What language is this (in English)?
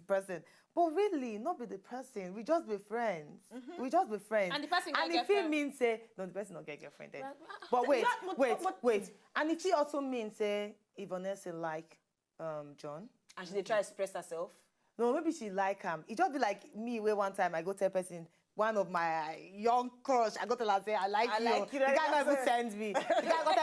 Nigerian Pidgin